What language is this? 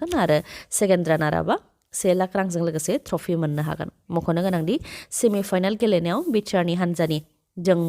Bodo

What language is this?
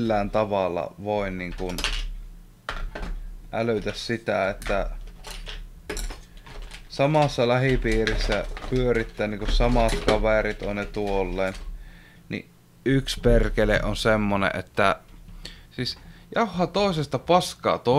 Finnish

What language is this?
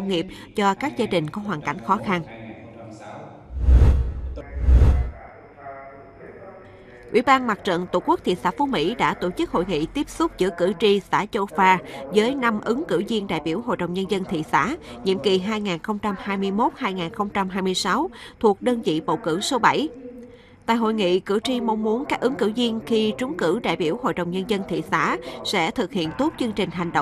Vietnamese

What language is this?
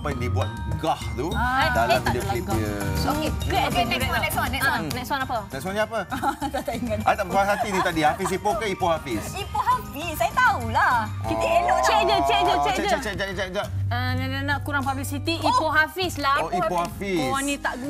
Malay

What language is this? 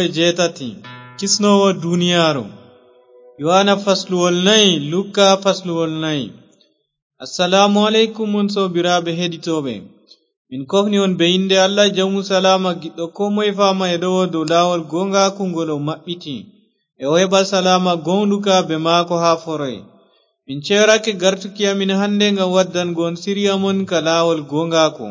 Fula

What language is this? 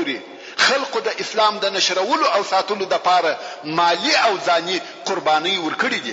Pashto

